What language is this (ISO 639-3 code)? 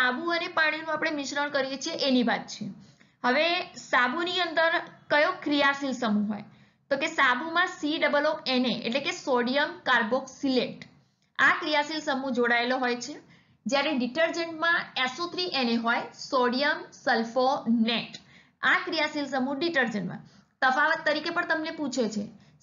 guj